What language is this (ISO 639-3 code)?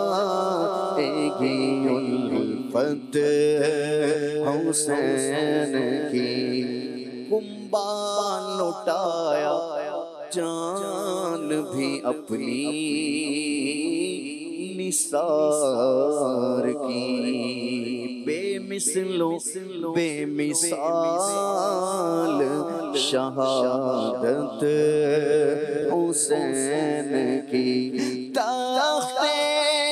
urd